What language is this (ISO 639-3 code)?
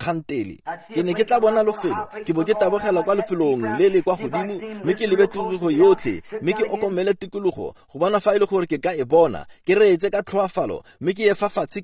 tsn